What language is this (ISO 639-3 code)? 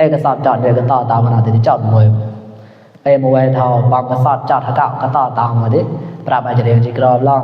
mnw